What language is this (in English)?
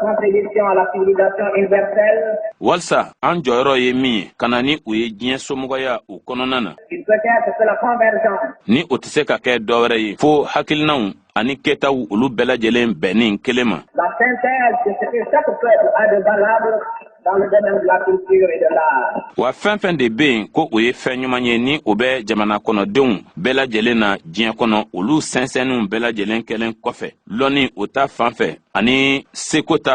Bambara